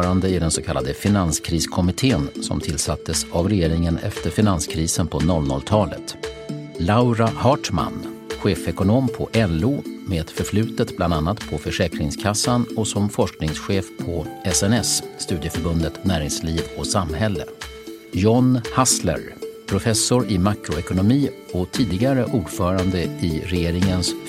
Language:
Swedish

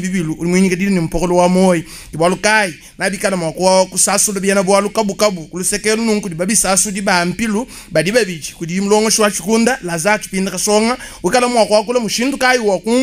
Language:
Luba-Lulua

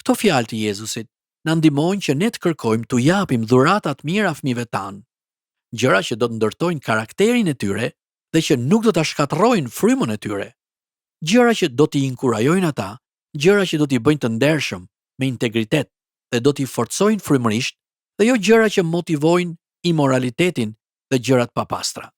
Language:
Albanian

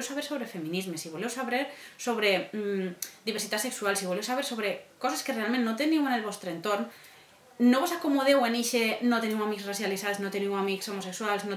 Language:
Catalan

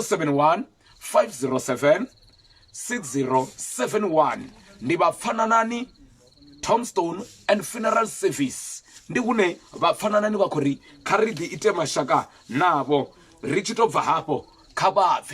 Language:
Venda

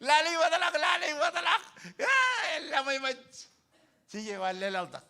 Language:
Marshallese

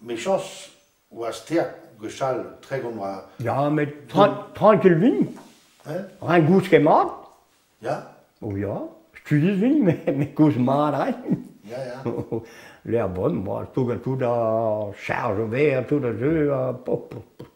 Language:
Breton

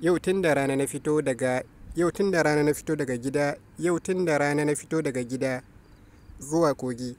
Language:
Hausa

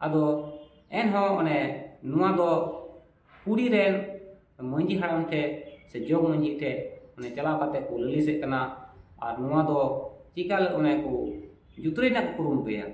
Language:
Santali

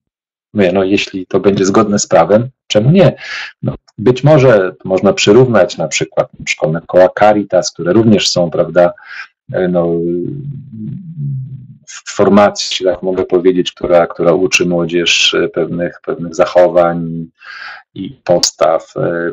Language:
Polish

